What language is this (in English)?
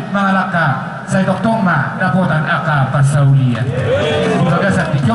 Batak Toba